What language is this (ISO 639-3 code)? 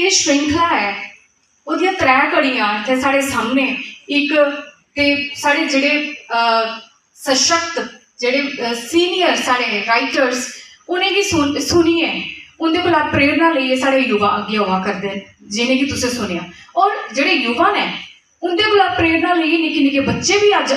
doi